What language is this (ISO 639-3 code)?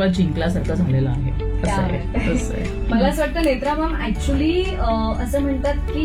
mar